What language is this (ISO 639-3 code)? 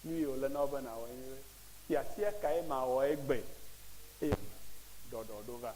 ewe